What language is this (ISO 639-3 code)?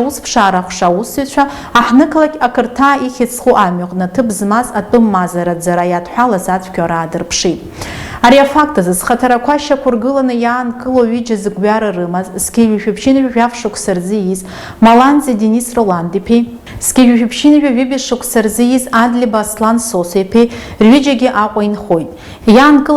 abk